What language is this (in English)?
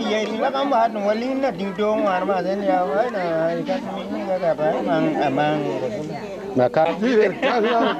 Tupuri